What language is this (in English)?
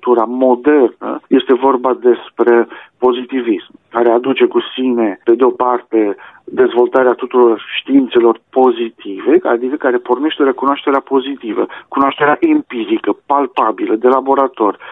Romanian